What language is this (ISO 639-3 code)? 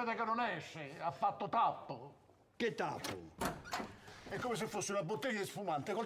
ita